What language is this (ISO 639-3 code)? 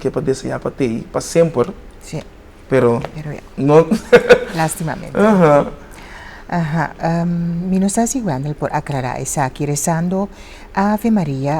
pap